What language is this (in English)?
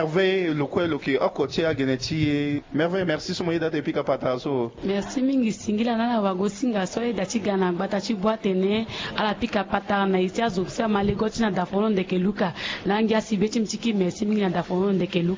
Sango